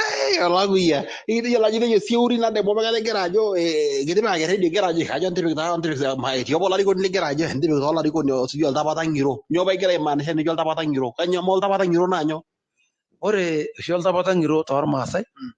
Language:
Masai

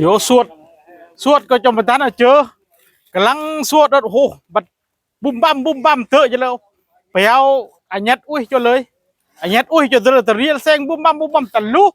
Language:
Northeastern Thai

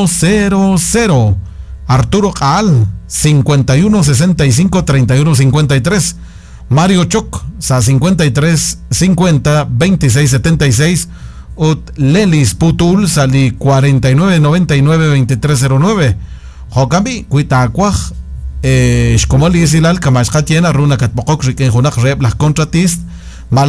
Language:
Kekchí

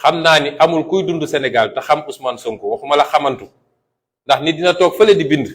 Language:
Wolof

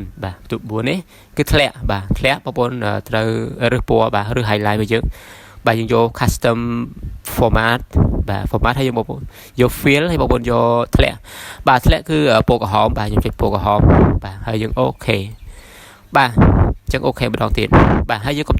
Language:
Khmer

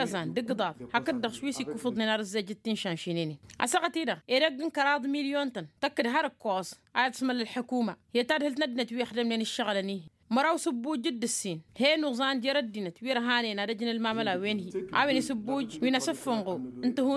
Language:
Tamasheq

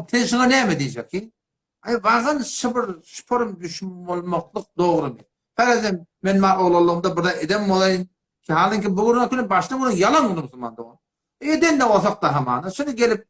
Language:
Turkmen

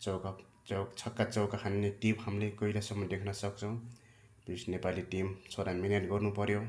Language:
Nepali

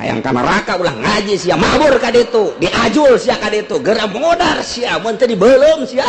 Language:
Sundanese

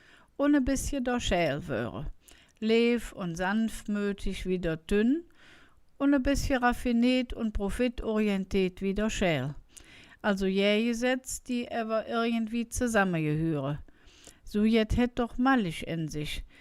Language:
Colognian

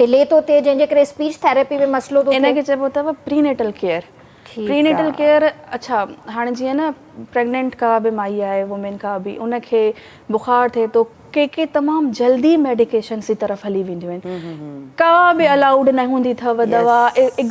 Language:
Sindhi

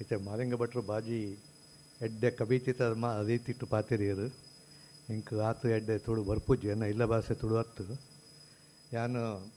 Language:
Tulu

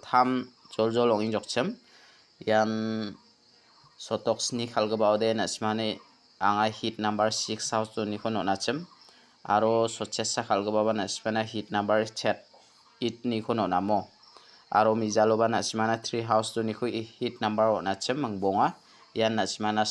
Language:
Garo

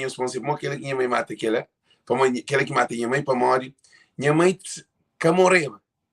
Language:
Kabuverdianu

